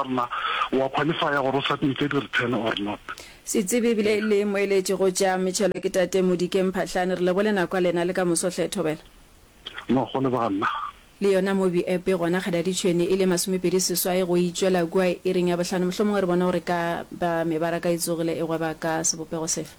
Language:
Northern Sotho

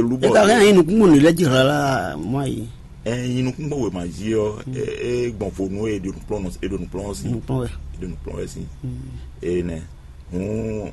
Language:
Fon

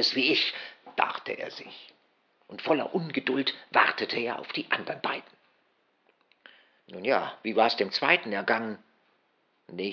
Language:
German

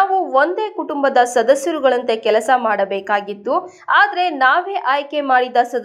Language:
Kannada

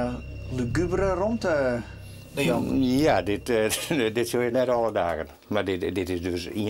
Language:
Western Frisian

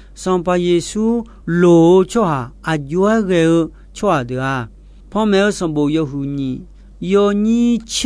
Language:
Akha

